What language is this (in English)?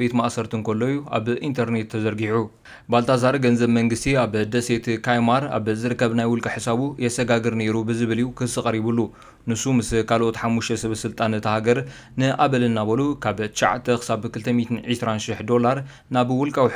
Tigrinya